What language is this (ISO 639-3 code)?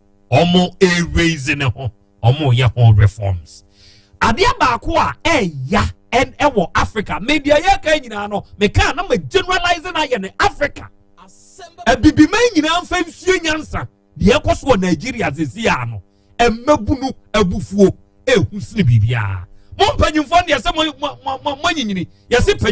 aka